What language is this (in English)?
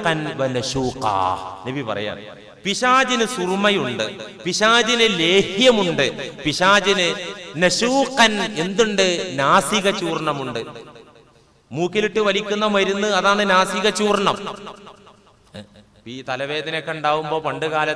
Malayalam